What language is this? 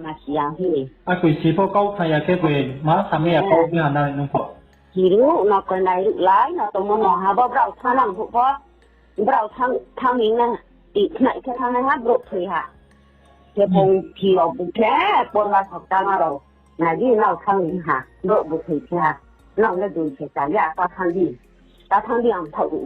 Riang (India)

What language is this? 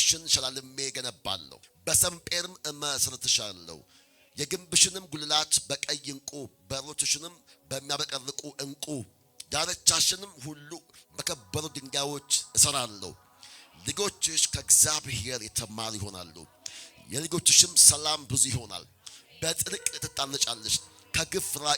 Amharic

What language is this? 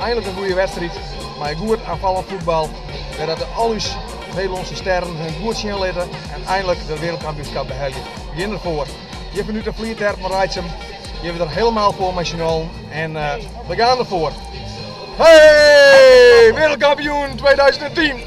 Western Frisian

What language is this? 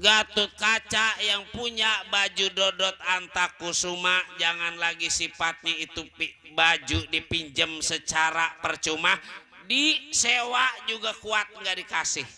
Betawi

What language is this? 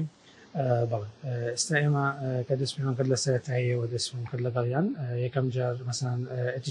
Central Kurdish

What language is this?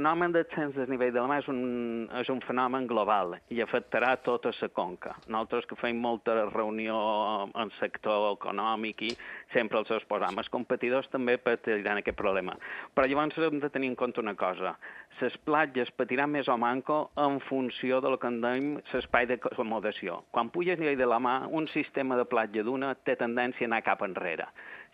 Catalan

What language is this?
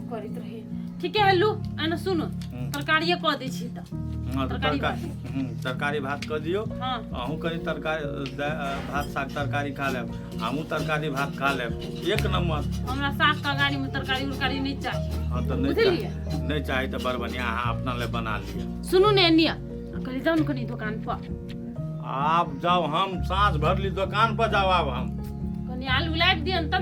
Maithili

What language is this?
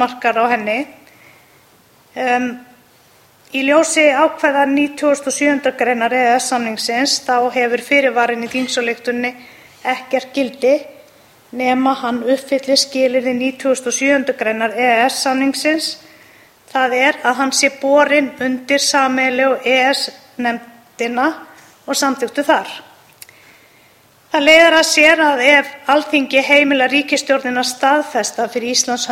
Icelandic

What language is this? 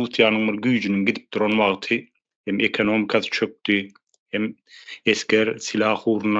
Turkmen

